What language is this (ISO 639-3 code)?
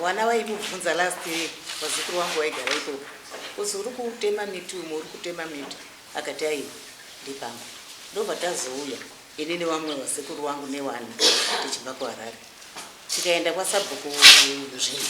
sna